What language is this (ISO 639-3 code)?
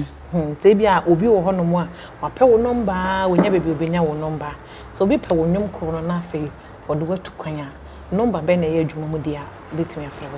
aka